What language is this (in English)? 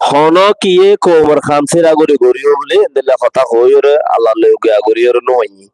Rohingya